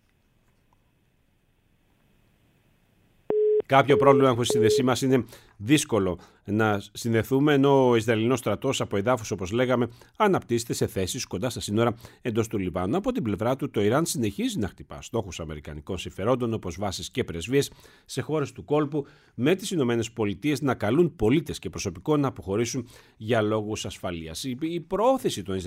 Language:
Greek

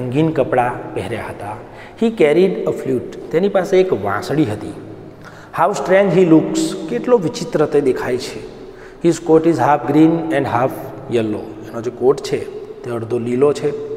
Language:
Gujarati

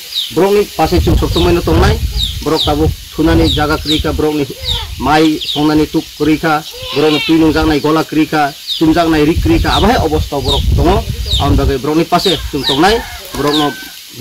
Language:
Kok Borok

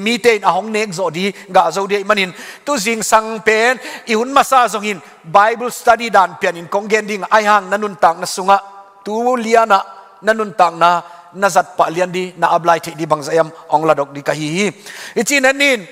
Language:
Tedim Chin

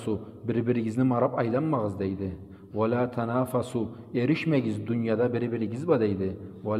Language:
Karachay-Balkar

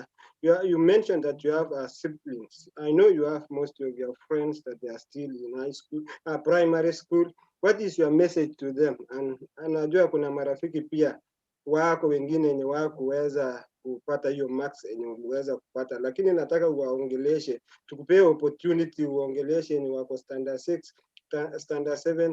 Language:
Kalenjin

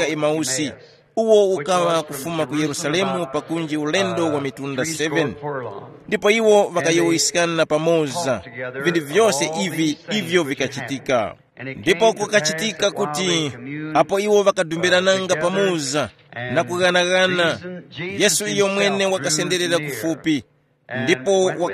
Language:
Tumbuka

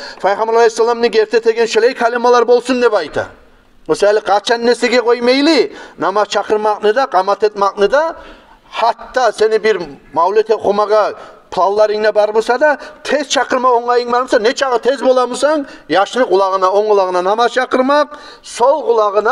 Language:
Kumyk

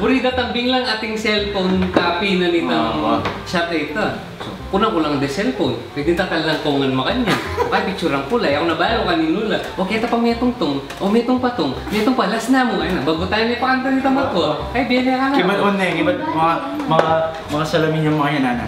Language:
Pampanga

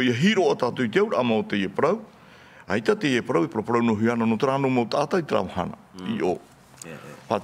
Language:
Tahitian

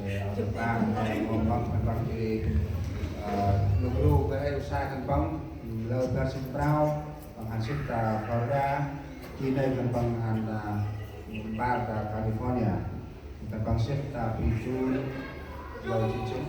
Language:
Central Mnong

